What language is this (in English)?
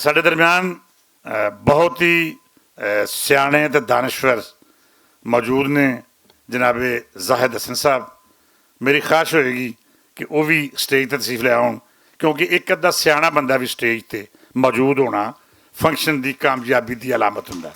Western Panjabi